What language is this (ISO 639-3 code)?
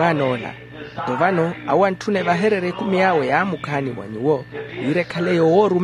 vmw